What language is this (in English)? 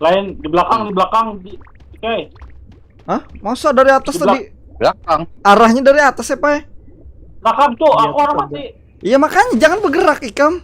Banjar